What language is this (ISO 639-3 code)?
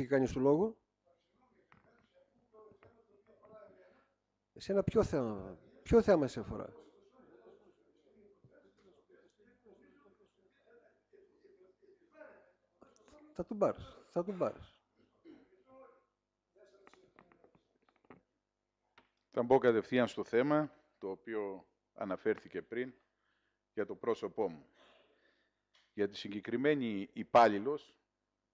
ell